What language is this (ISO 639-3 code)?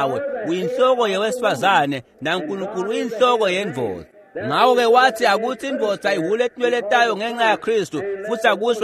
ssw